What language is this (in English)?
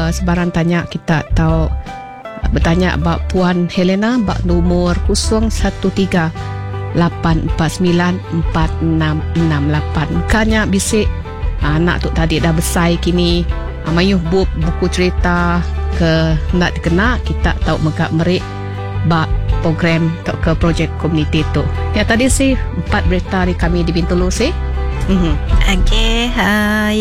Iban